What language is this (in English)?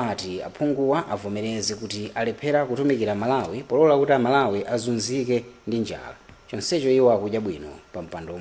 Nyanja